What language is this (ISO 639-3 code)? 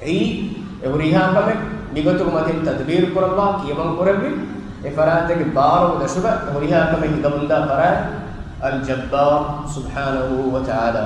div